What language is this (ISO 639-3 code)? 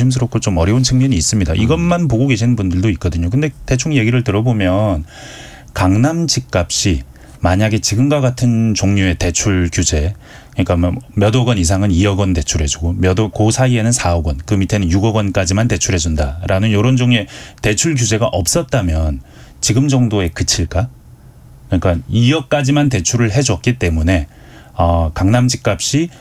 kor